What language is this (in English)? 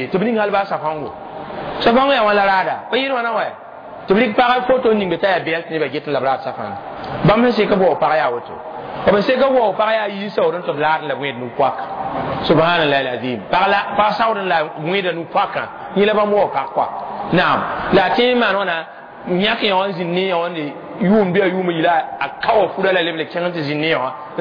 Mossi